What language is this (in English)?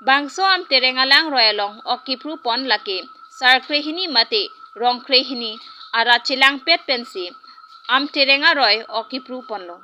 Karbi